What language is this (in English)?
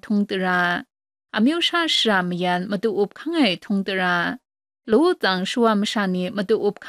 Kachin